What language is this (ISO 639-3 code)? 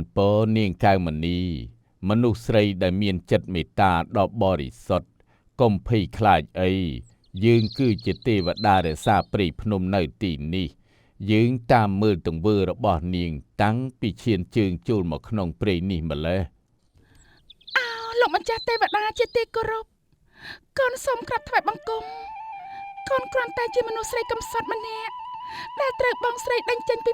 khm